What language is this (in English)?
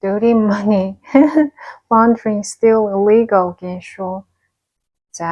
Mongolian